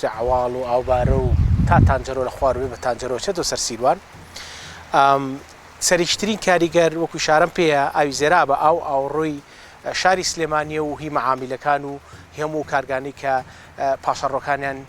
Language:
Central Kurdish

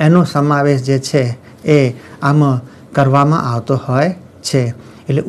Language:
Gujarati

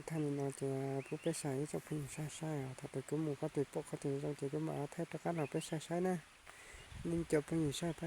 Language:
Hmong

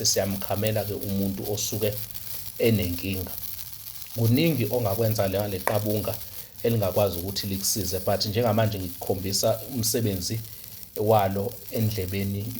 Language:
Zulu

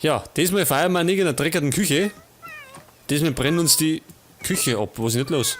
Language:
Bavarian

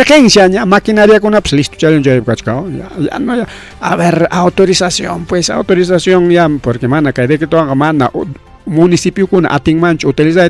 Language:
Ayacucho Quechua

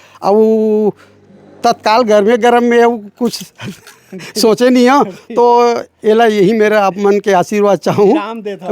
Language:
Chhattisgarhi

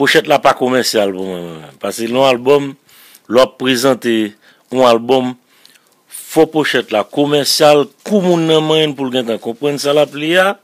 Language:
Haitian Creole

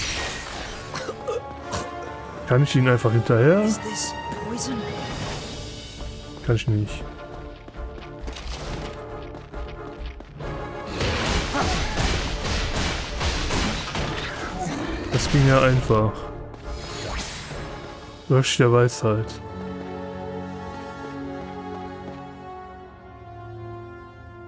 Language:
German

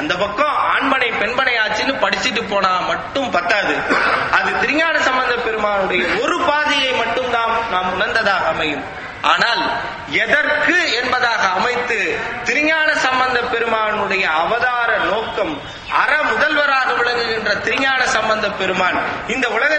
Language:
Tamil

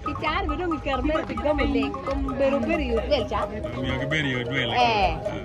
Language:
Acoli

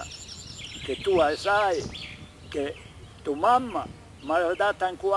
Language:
Corsican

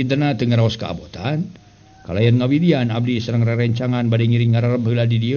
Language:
Sundanese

